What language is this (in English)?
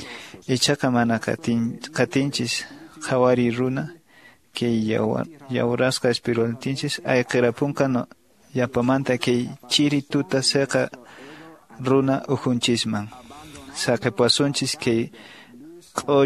Quechua